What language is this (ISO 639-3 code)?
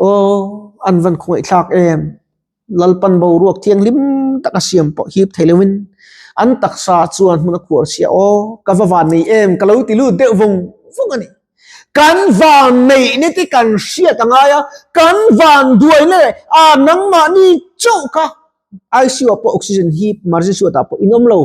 lus